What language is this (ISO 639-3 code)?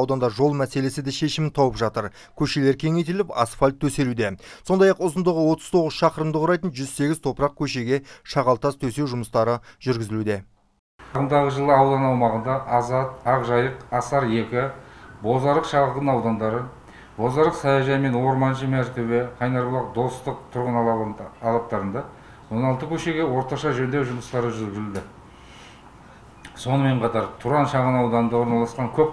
kaz